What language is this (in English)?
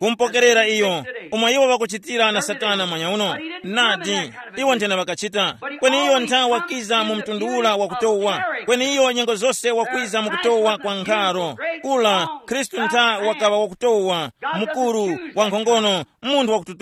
Tumbuka